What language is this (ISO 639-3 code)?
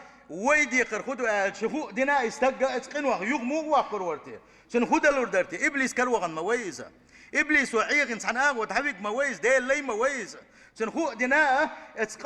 che